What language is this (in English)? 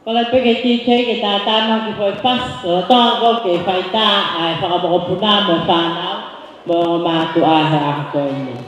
Tongan